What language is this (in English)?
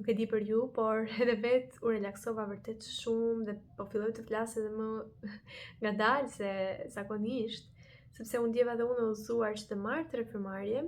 Albanian